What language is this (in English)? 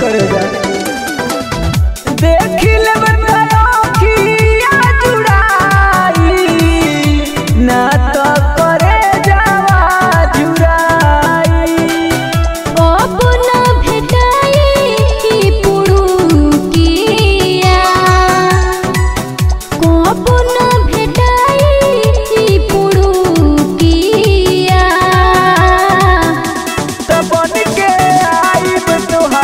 Bhojpuri